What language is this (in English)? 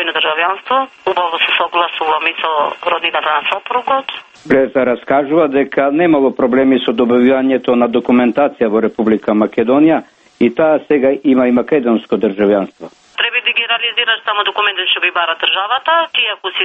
Macedonian